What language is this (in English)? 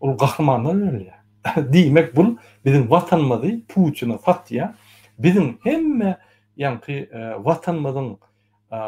Turkmen